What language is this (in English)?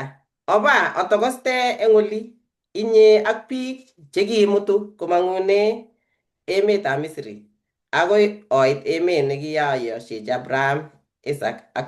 Kalenjin